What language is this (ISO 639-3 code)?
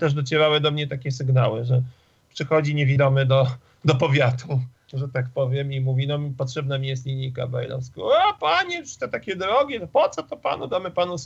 pol